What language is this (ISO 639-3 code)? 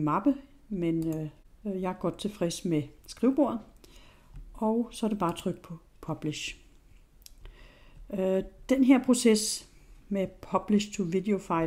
dan